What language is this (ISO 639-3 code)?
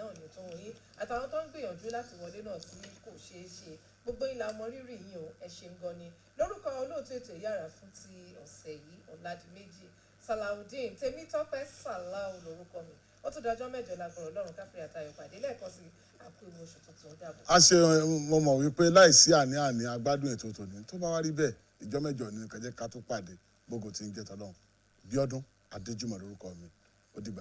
yor